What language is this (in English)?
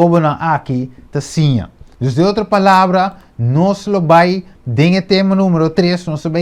Papiamento